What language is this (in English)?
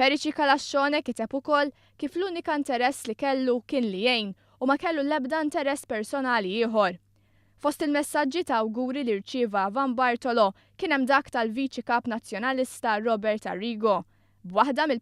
Maltese